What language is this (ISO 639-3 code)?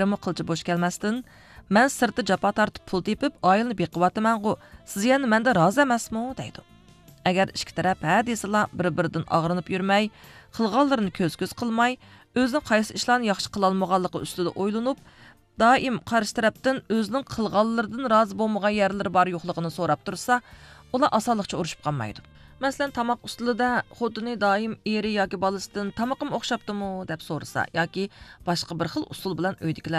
uig